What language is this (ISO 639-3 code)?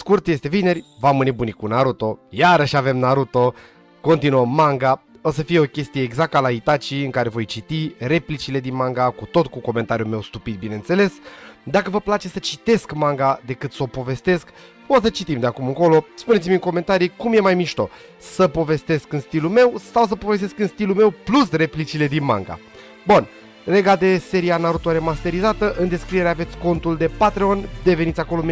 ron